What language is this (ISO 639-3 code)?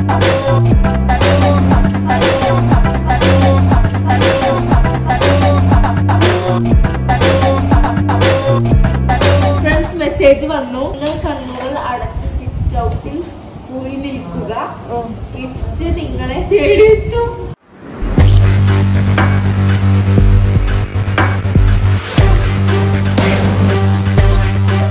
mal